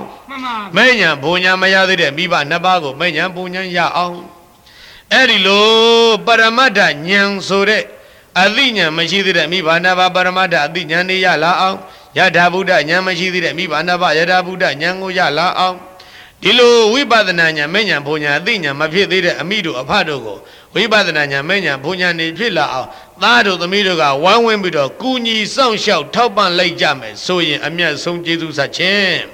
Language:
Burmese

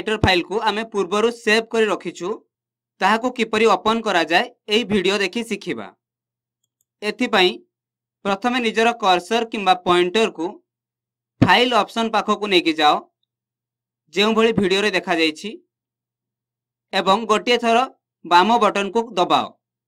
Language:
Odia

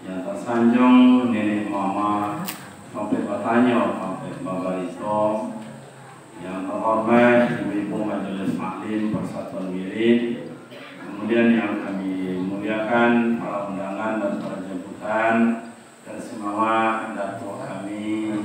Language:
Minangkabau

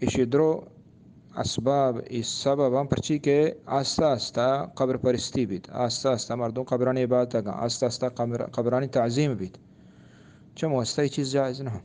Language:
Eastern Balochi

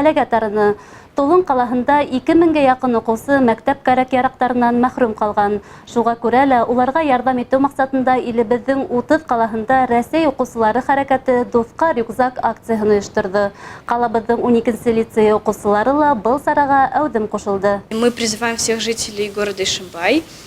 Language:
Bashkir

